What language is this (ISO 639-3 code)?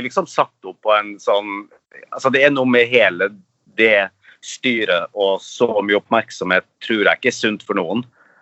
nor